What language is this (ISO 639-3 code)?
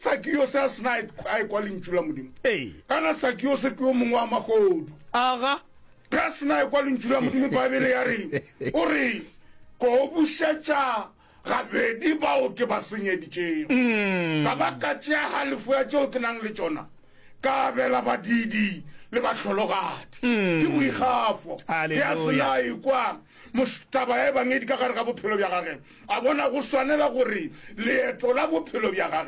nso